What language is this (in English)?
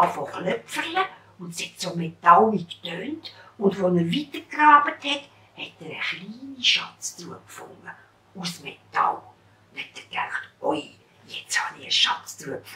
Swiss German